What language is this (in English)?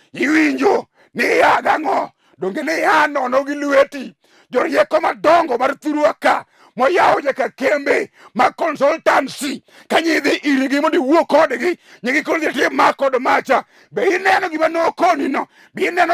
Luo (Kenya and Tanzania)